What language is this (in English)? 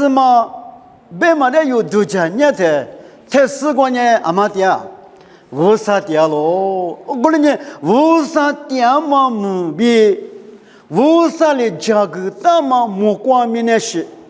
Lisu